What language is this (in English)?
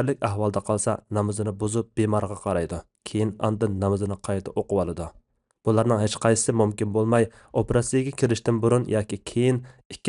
Uyghur